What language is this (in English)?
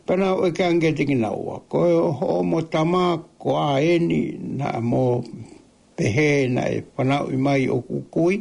Tongan